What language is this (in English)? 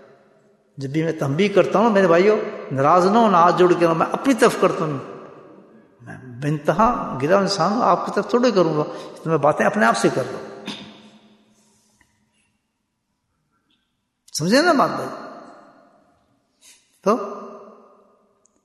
Urdu